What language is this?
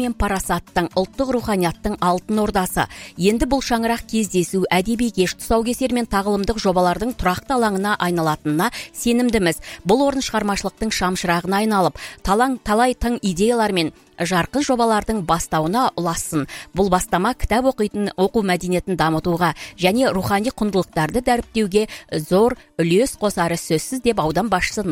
Kazakh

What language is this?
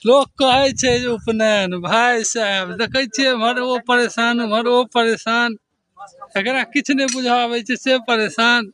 Maithili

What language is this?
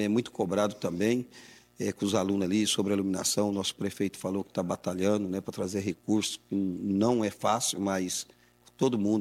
Portuguese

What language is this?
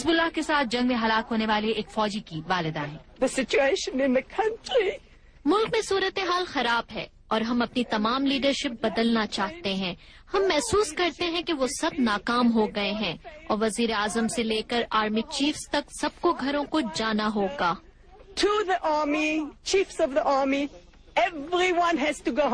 Urdu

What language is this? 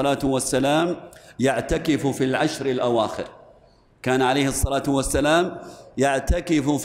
Arabic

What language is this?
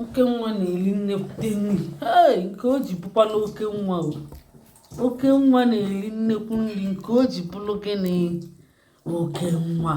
Igbo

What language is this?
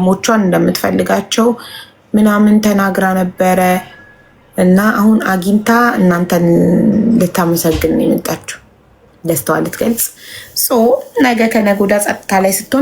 Amharic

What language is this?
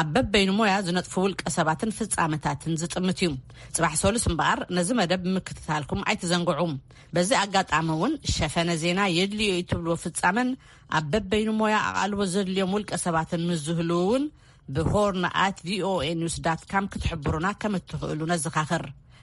Tigrinya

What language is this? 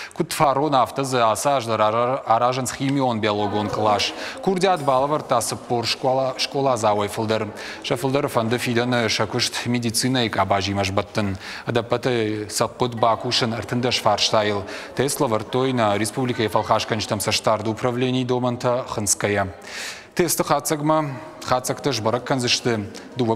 Ossetic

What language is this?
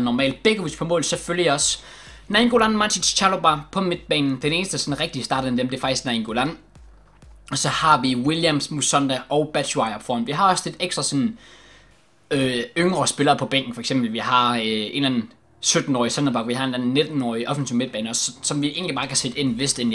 Danish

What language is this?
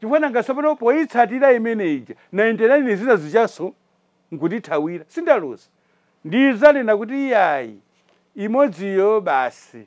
Nyanja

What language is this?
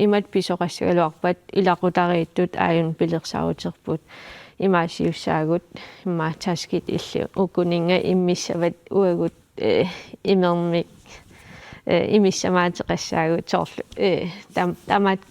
Kalaallisut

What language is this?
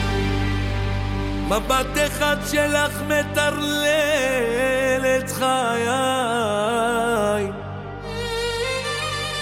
Hebrew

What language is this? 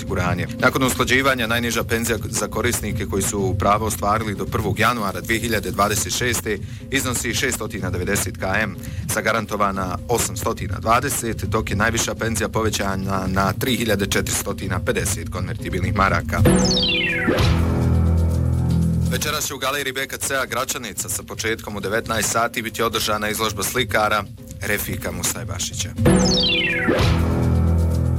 Bosnian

